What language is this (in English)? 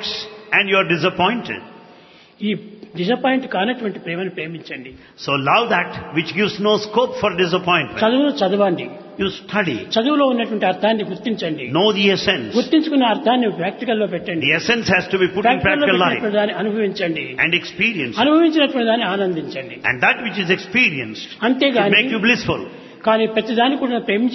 Telugu